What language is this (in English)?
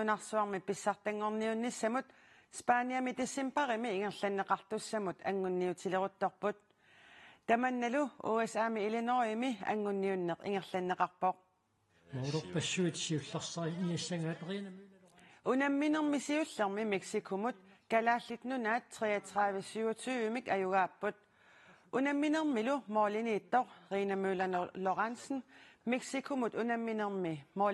Kalaallisut